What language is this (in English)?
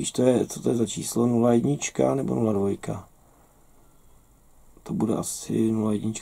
Czech